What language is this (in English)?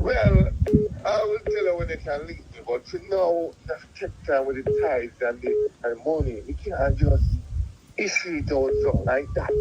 Jamaican Creole English